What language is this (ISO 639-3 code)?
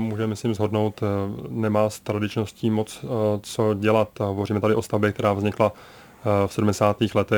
ces